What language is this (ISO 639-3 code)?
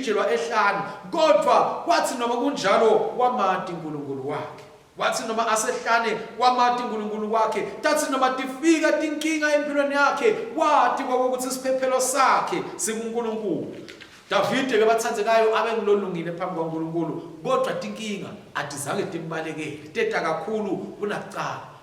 ssw